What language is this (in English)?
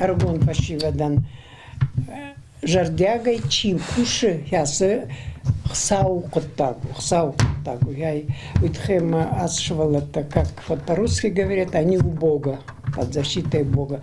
Ossetic